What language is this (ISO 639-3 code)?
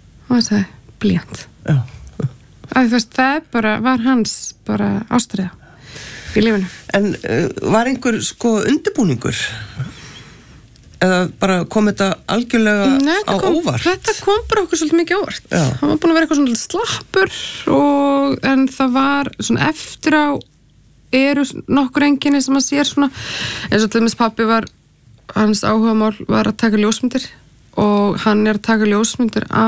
isl